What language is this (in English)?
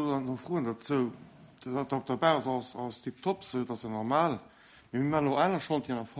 Luxembourgish